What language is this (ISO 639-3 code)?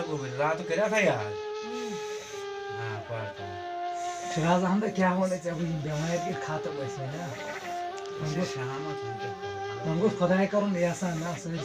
kas